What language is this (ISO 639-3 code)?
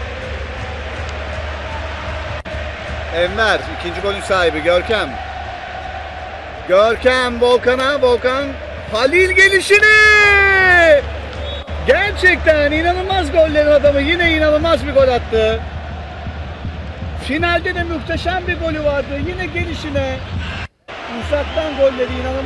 tur